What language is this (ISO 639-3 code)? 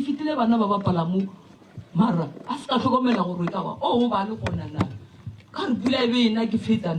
nso